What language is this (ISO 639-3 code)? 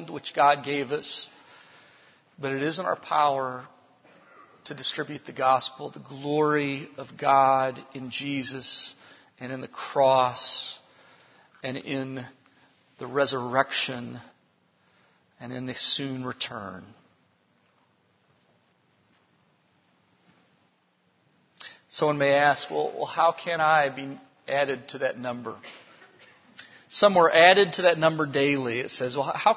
eng